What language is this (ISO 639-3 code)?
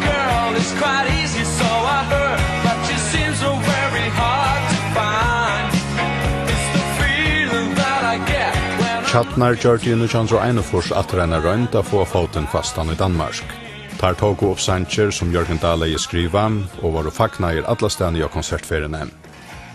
fao